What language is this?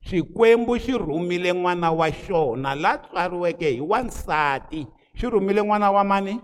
Tsonga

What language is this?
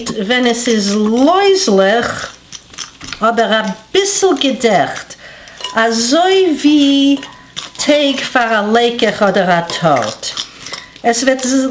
Yiddish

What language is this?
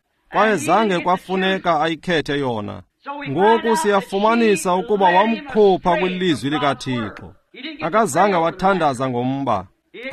Xhosa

